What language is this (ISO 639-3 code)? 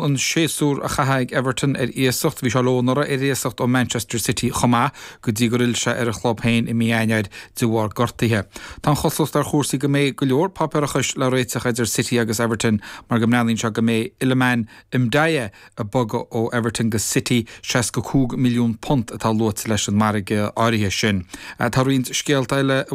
gle